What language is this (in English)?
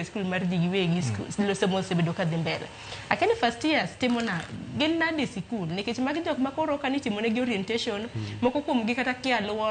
Luo (Kenya and Tanzania)